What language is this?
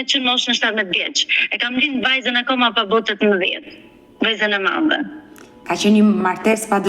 Albanian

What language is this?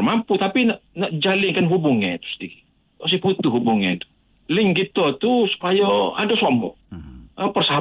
Malay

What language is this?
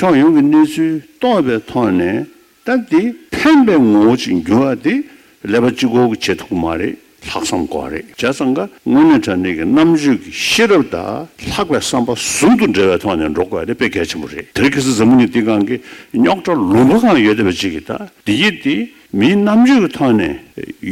Tibetan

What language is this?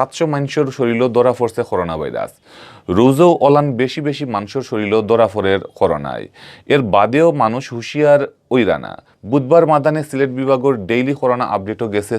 Sylheti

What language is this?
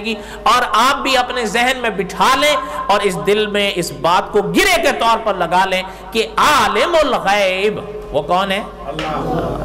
Urdu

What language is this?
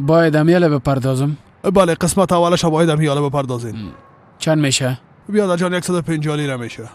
Persian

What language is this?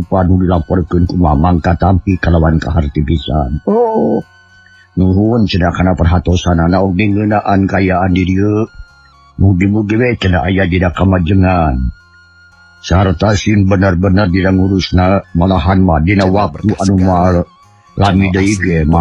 Sundanese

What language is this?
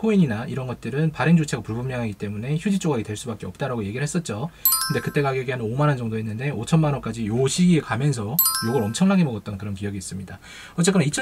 Korean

